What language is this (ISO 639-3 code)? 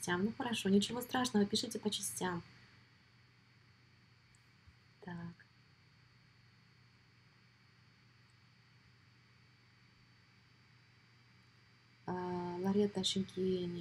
rus